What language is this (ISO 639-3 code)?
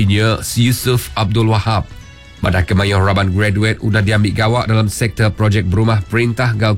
iba